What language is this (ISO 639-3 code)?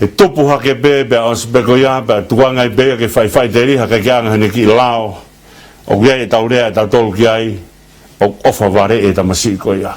ton